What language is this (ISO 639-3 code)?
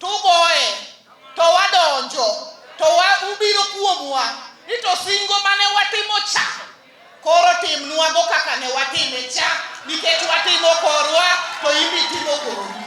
luo